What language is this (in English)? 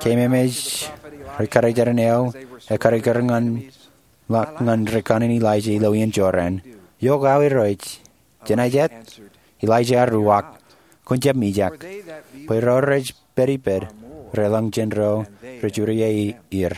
Marshallese